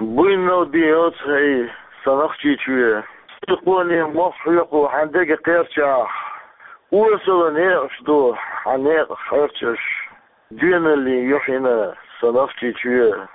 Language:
Chechen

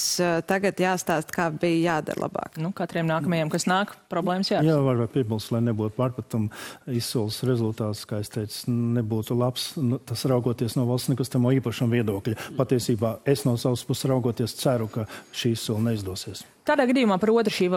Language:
Latvian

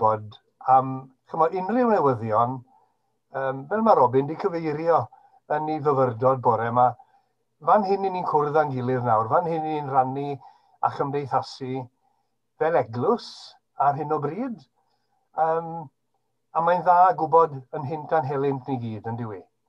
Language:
Welsh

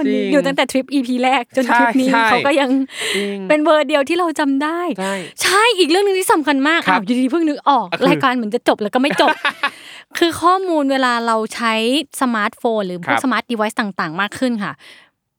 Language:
Thai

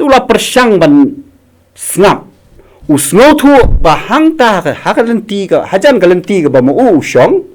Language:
Khasi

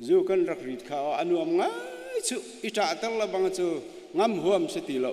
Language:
Hakha Chin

